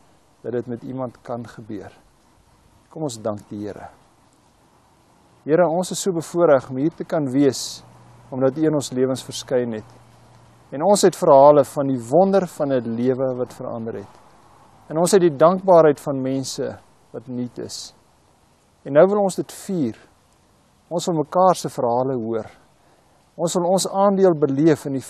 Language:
Afrikaans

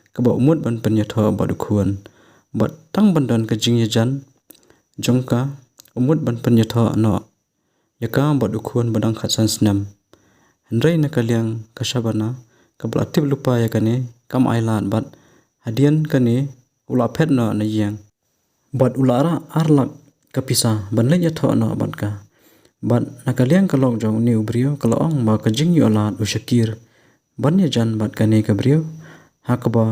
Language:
Khasi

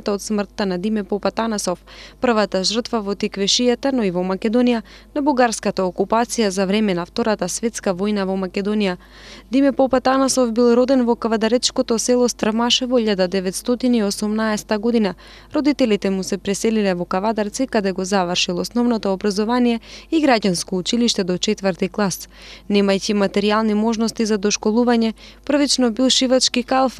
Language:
Macedonian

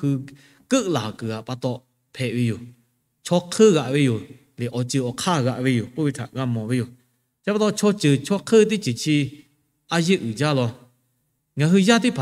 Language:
Lahu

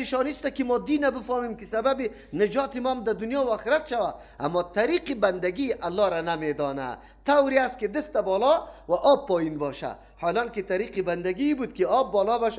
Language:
Persian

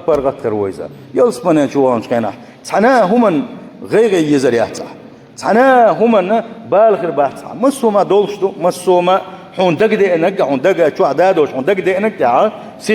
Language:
Chechen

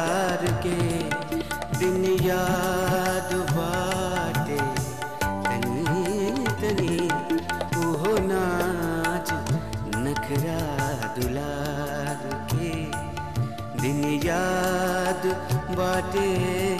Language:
Bhojpuri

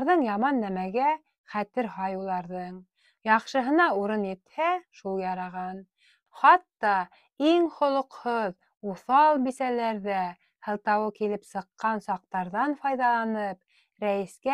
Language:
Bashkir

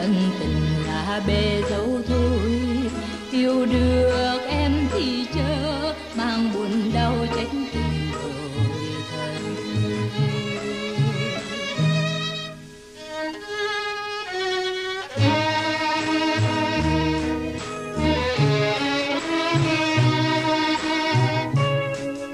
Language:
Vietnamese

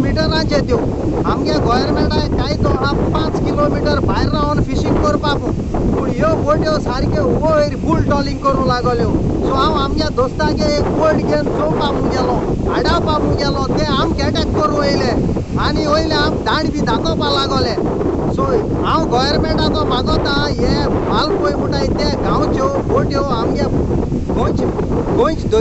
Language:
Konkani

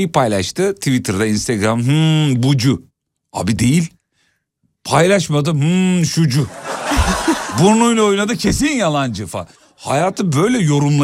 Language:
Turkish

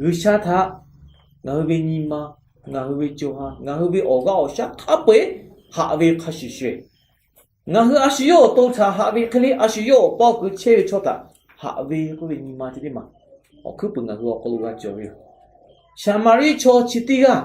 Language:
Lahu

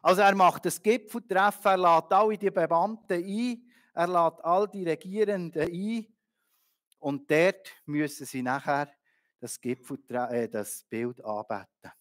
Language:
Swiss German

